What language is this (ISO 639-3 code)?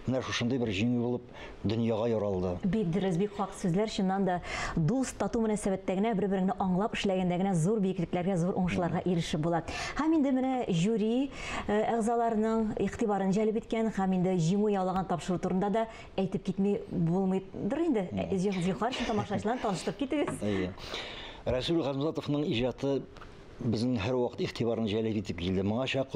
tat